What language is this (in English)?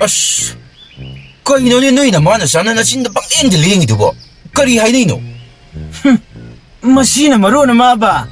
Manipuri